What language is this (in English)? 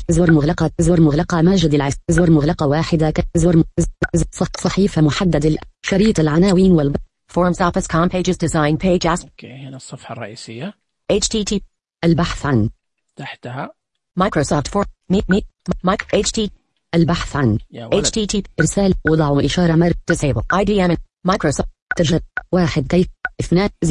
Najdi Arabic